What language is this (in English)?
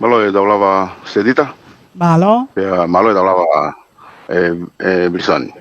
Tongan